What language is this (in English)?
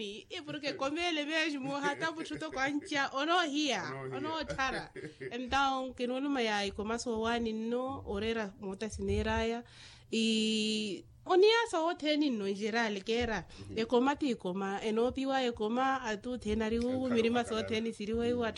Makhuwa